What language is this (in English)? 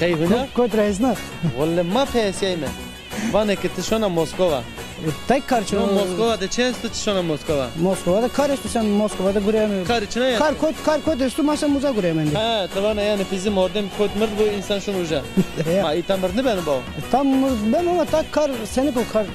Zaza